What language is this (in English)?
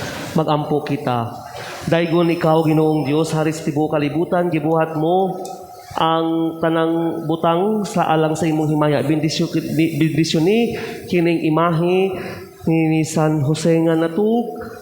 Cebuano